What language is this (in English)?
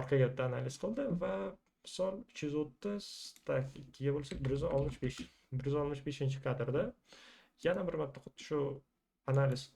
Uzbek